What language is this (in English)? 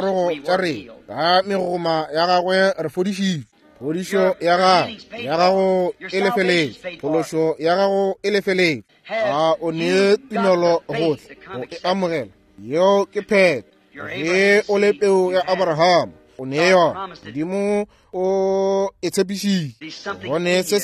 Northern Sotho